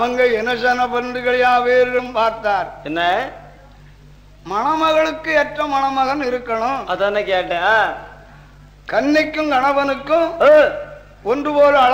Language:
Tamil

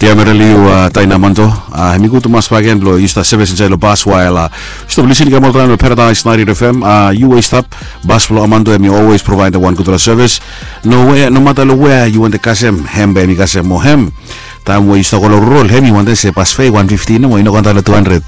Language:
Bislama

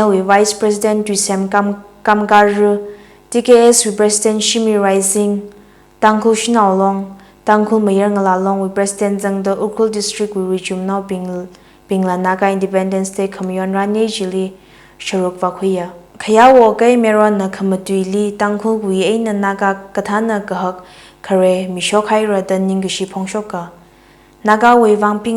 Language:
Tangkhul Naga (India)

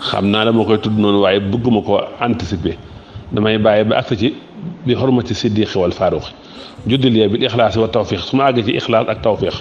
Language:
Wolof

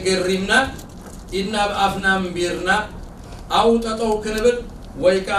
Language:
Tigrinya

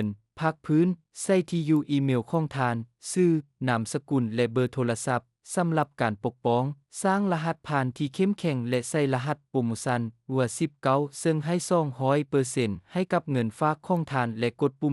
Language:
Lao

